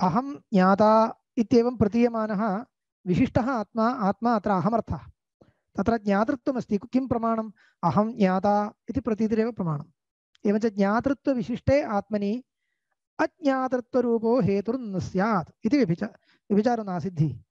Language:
Sanskrit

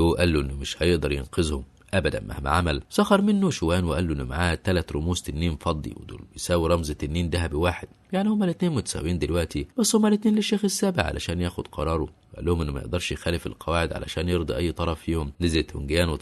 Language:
Egyptian Arabic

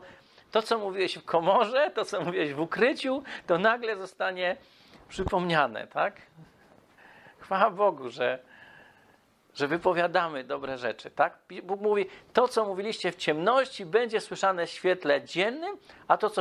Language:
Polish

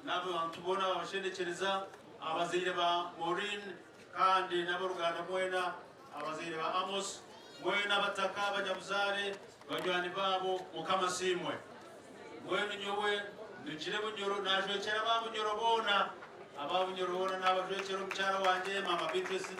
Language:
Nyankole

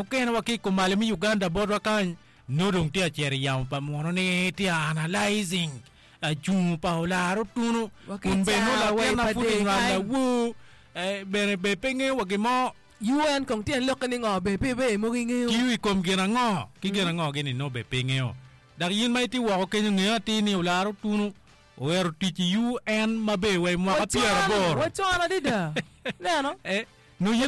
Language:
Acoli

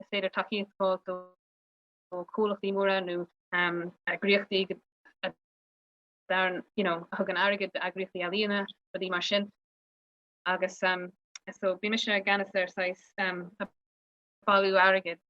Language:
Irish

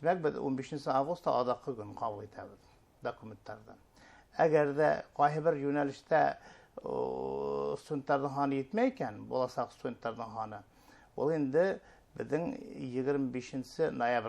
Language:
Bashkir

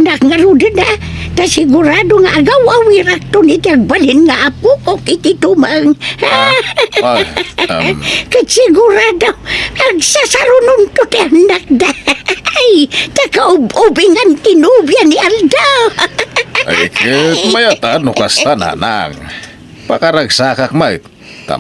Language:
Iloko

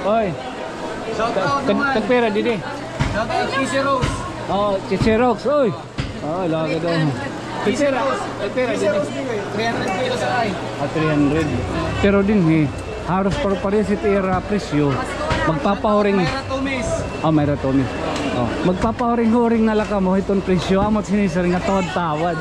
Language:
Waray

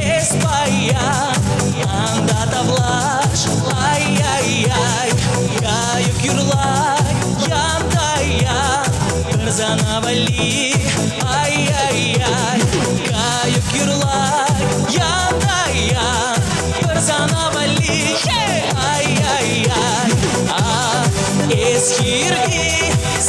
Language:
Chuvash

